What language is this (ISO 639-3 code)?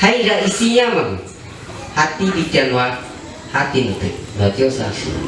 shp